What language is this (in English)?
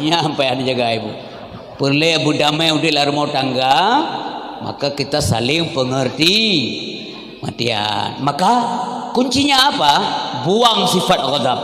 Achinese